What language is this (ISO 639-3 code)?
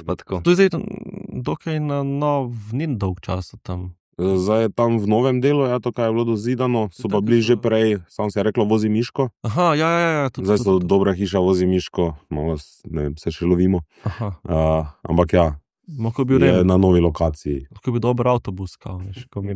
slv